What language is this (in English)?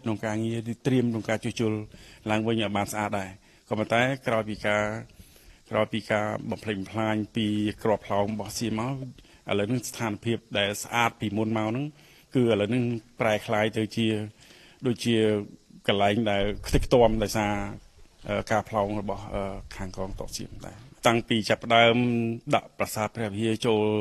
Khmer